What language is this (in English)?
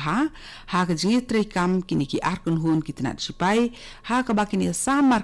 Khasi